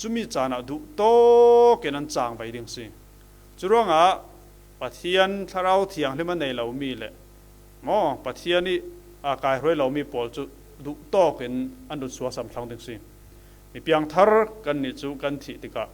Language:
Falam Chin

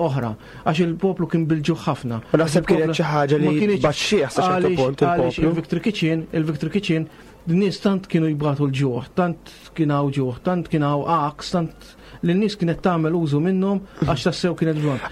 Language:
Maltese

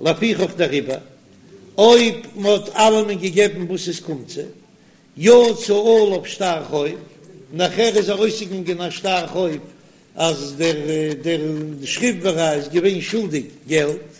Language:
Yiddish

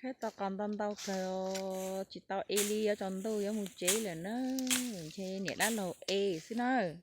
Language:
Hmong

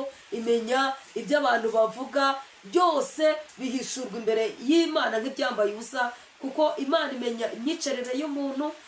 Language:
Kinyarwanda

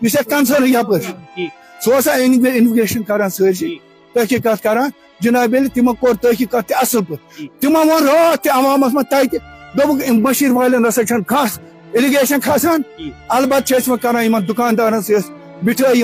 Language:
Kashmiri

